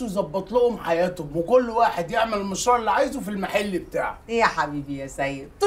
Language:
Egyptian Arabic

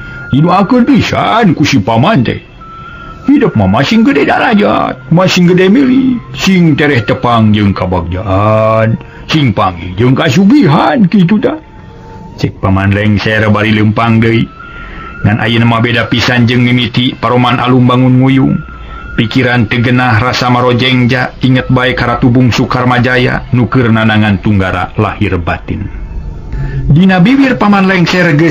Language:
Sundanese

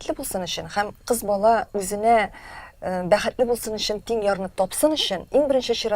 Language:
Tatar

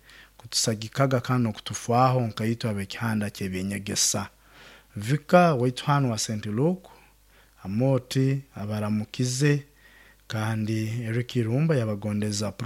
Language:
Nyoro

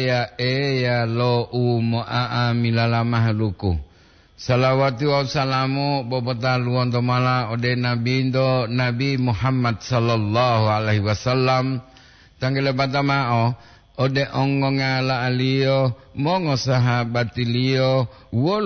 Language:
Gorontalo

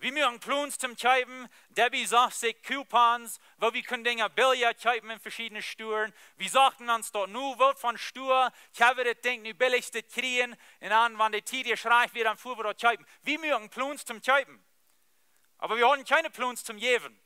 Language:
Plautdietsch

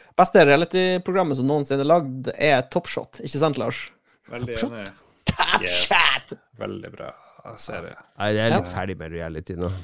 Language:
Norwegian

